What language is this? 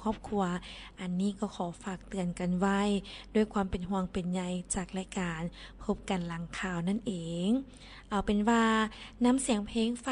Lao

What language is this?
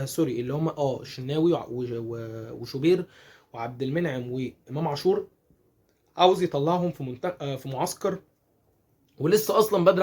Egyptian Arabic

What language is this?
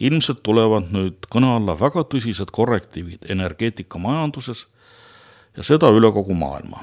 Estonian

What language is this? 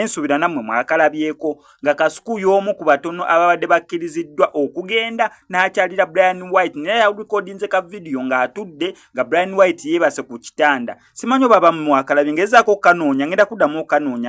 Ganda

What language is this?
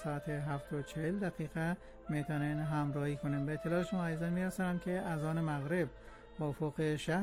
Persian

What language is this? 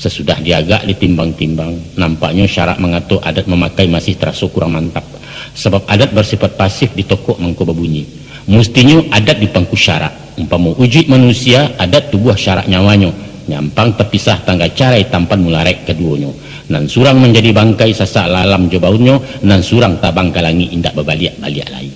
Minangkabau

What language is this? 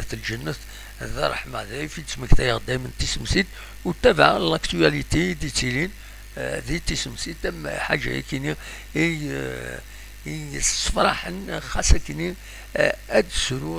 Kabyle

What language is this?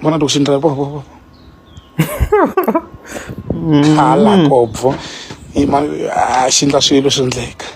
Tsonga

